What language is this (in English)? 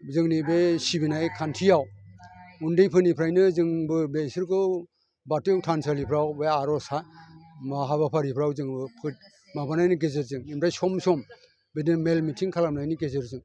Bodo